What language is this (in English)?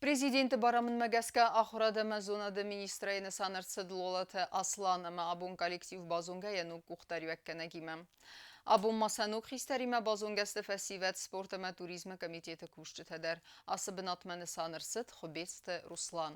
Ossetic